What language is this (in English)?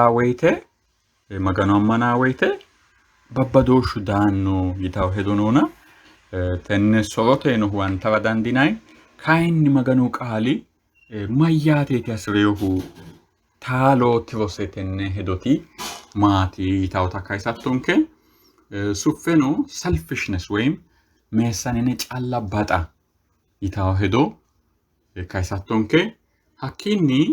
Sidamo